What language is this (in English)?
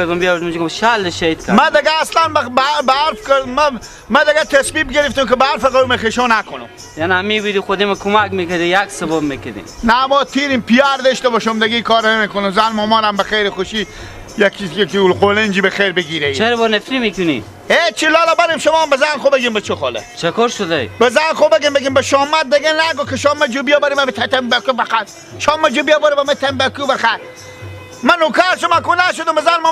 Persian